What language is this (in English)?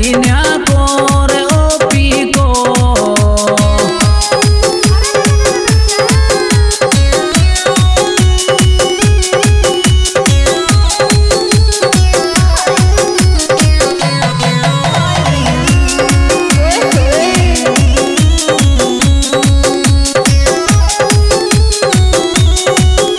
Rajasthani